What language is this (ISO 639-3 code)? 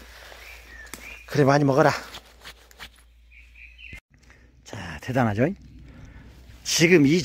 kor